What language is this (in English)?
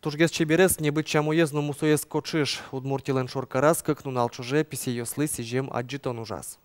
Udmurt